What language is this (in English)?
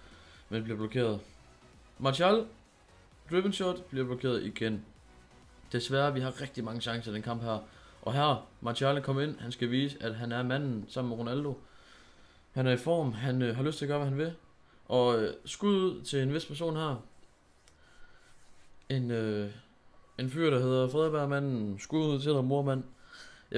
Danish